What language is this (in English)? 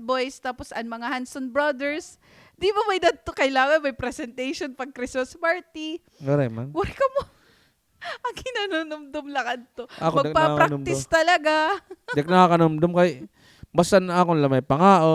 Waray